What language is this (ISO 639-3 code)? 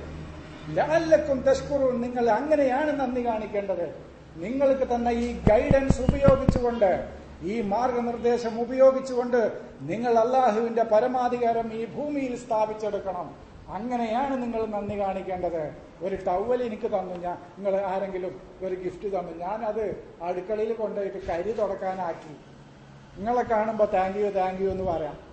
mal